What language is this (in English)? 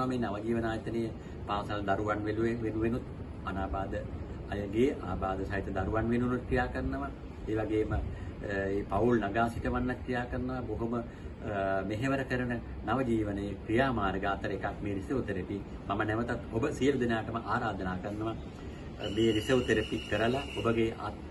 Sinhala